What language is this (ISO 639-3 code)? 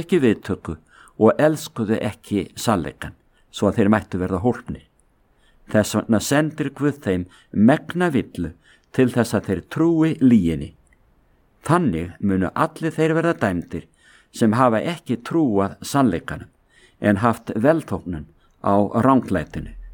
isl